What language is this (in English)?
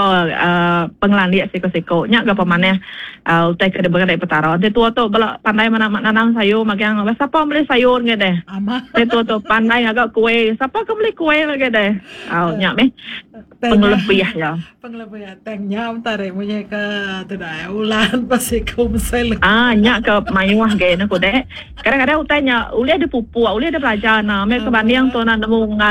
Iban